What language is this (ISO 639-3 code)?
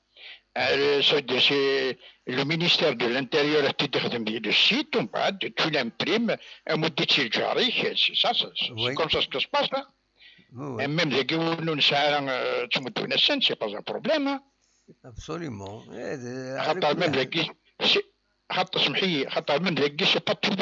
kab